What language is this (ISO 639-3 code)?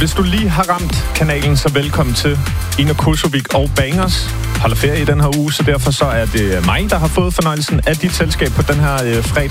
dan